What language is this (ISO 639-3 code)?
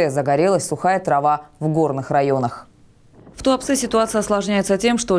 rus